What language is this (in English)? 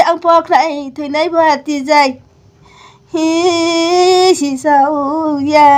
Riang (India)